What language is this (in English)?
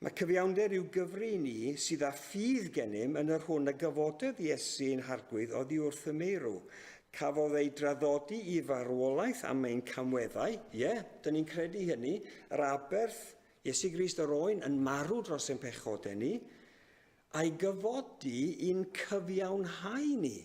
Welsh